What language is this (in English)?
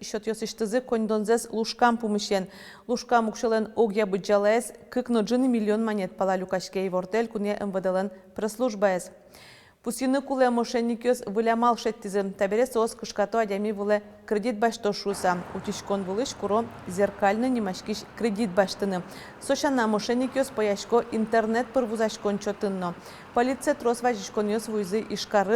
Udmurt